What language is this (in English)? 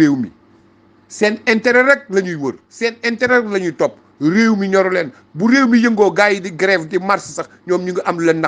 Wolof